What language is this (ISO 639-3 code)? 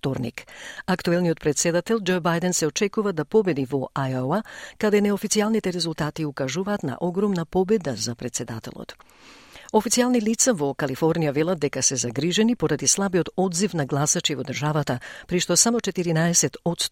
mkd